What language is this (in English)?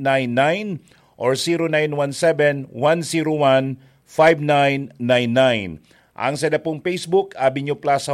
Bikol